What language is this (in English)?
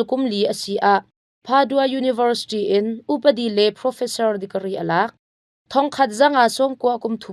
Hakha Chin